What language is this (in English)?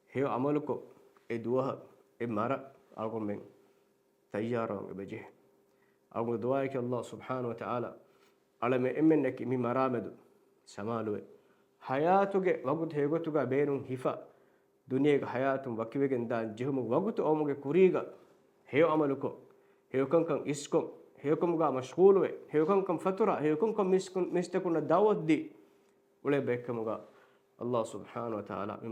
Divehi